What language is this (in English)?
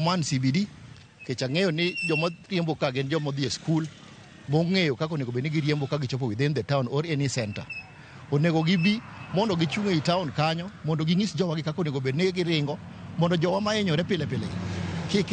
Luo (Kenya and Tanzania)